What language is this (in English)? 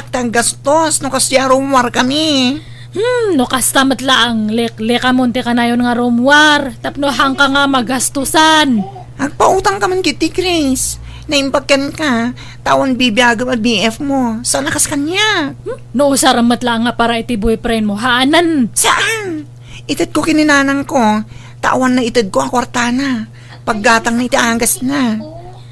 Iloko